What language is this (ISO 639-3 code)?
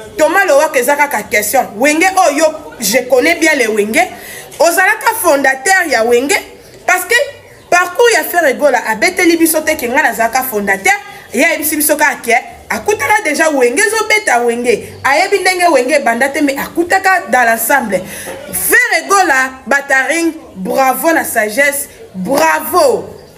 lin